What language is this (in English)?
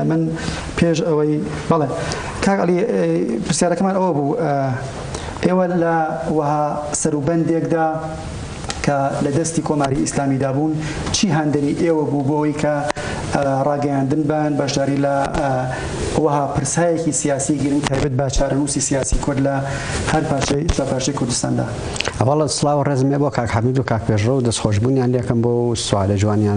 Central Kurdish